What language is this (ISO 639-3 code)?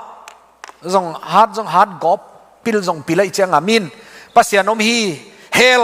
ctd